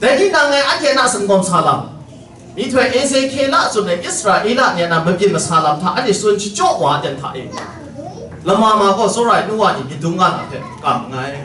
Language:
Kachin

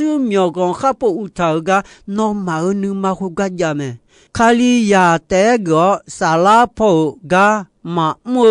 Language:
Akha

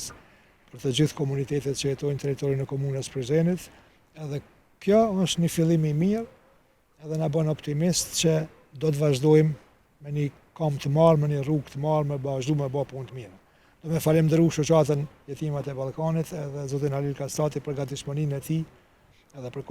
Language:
Albanian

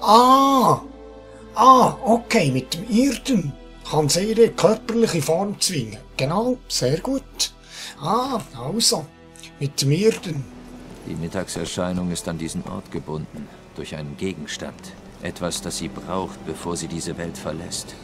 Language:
Swiss German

